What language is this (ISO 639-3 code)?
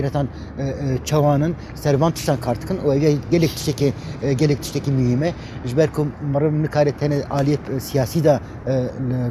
kur